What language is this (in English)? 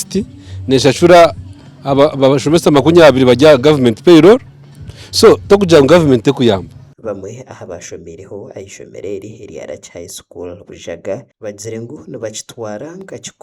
Nyankole